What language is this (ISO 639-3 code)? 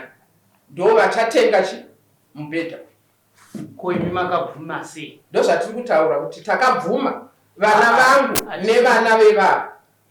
sna